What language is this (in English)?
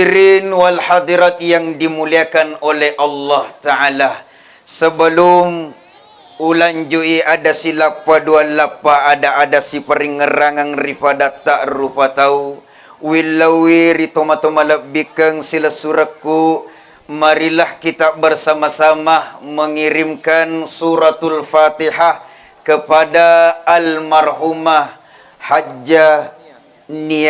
Buginese